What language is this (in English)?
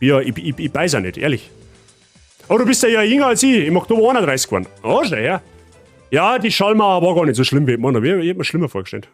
Bavarian